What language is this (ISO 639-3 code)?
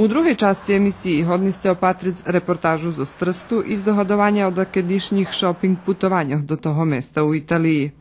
rue